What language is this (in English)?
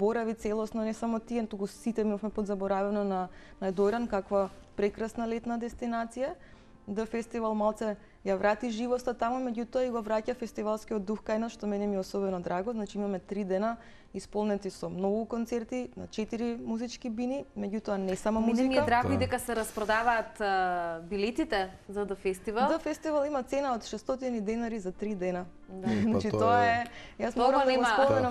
Macedonian